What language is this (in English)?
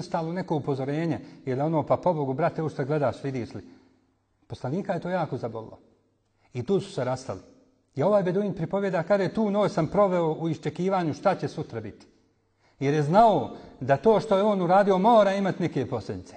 Bosnian